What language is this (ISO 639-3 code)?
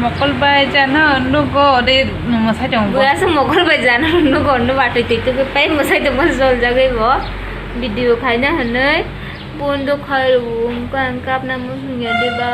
trp